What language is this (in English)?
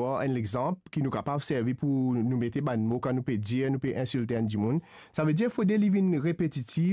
Morisyen